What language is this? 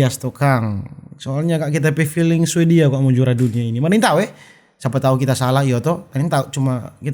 Manado Malay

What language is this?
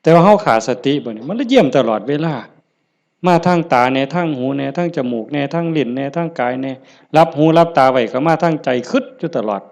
Northeastern Thai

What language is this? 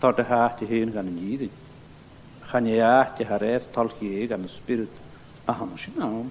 Scottish Gaelic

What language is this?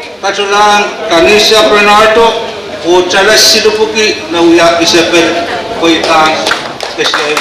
Pohnpeian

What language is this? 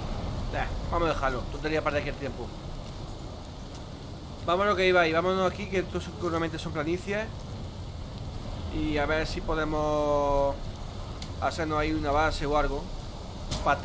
Spanish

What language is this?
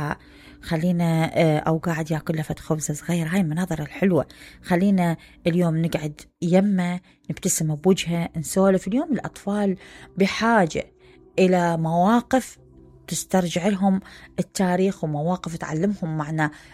Mesopotamian Arabic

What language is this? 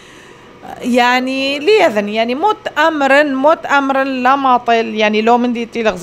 Assyrian Neo-Aramaic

